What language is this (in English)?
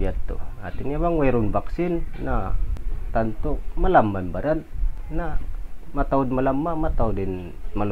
Tausug